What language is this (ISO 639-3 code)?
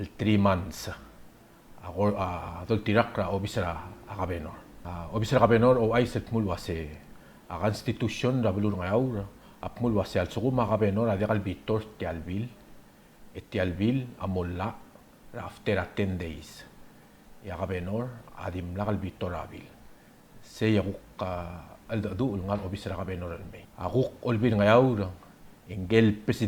pau